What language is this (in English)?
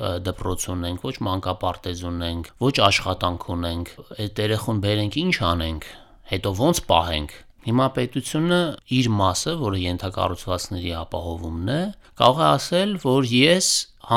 Armenian